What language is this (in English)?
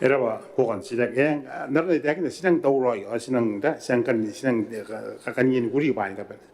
Gilbertese